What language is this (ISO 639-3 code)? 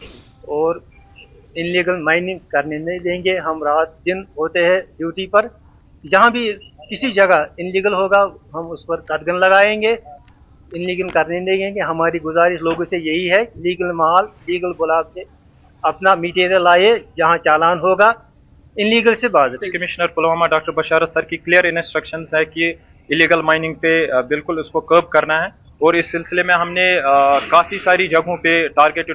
hin